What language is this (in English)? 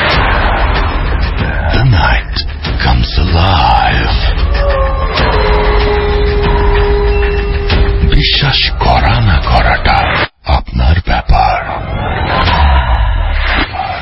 Bangla